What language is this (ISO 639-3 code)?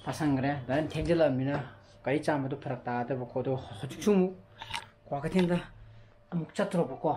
mni